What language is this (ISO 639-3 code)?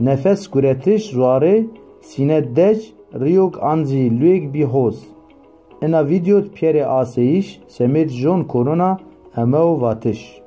zza